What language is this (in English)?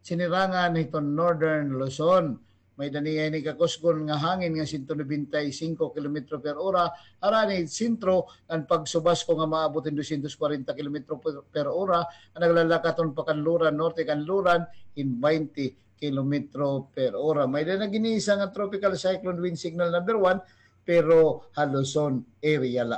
Waray